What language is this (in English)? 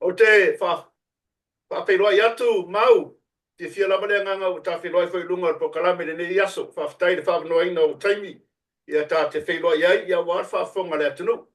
Samoan